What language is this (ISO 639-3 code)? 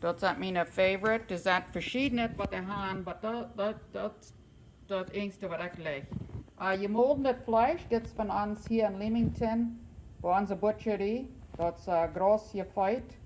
pdt